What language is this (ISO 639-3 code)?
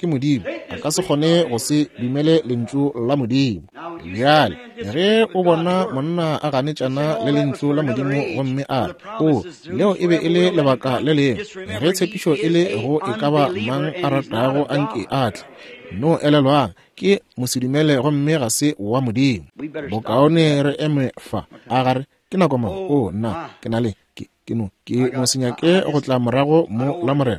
nso